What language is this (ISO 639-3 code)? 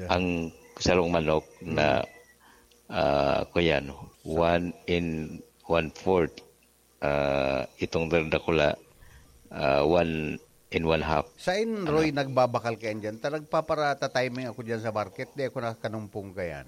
bik